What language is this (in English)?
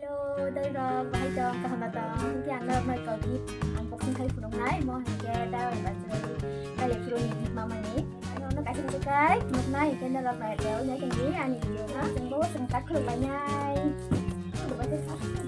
Kok Borok